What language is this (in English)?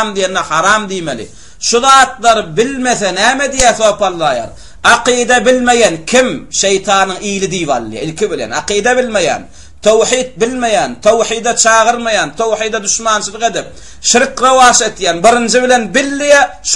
Turkmen